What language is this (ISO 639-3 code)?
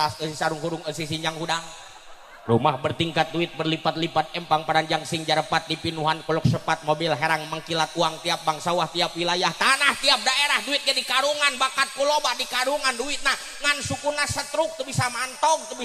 sun